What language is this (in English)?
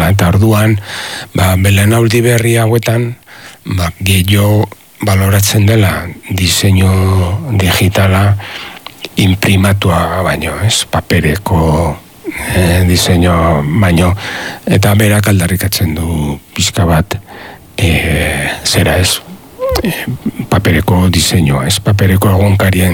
Basque